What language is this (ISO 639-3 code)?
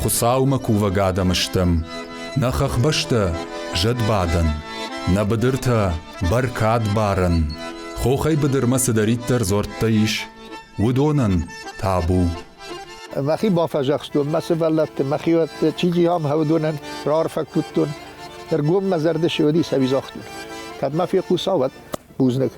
oss